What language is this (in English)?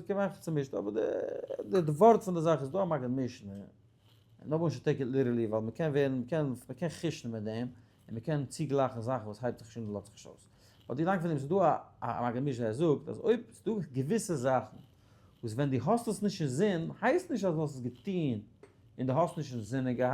Yiddish